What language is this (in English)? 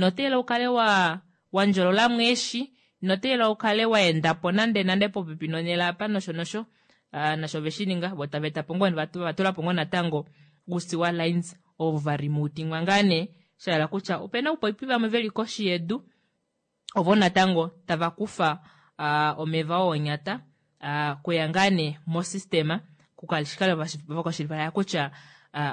Kuanyama